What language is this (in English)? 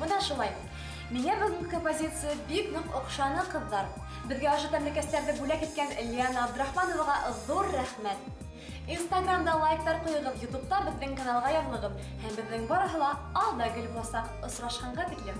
Bashkir